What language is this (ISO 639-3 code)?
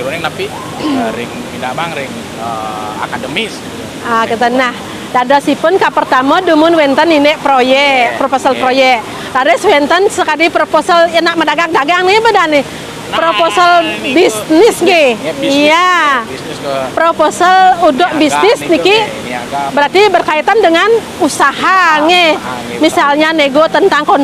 ban